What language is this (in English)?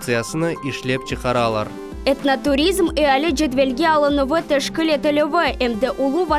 Crimean Tatar